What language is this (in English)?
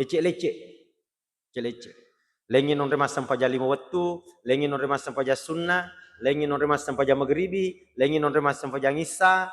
Buginese